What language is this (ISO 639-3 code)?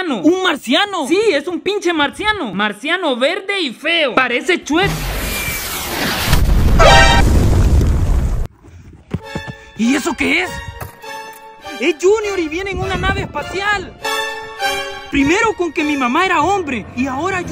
spa